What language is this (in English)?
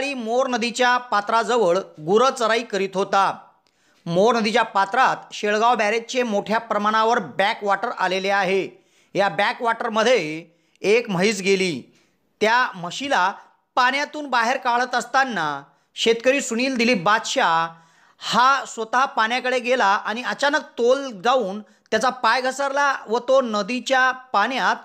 Marathi